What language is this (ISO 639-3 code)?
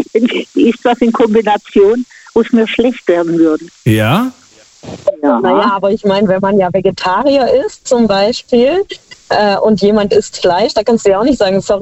deu